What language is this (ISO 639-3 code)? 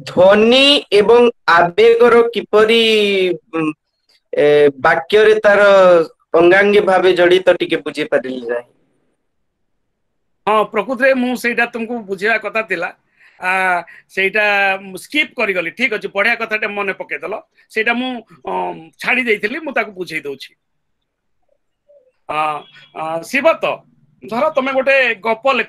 ori